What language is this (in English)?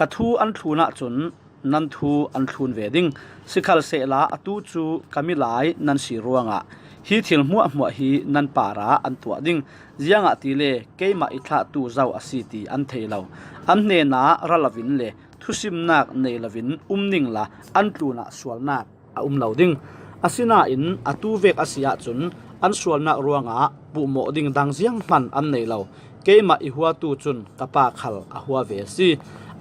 Falam Chin